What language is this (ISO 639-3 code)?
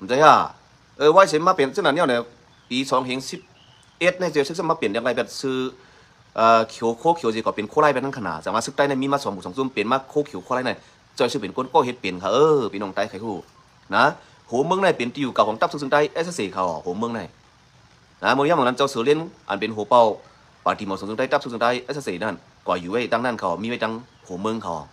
shn